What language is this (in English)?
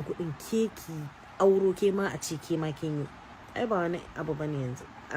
Hausa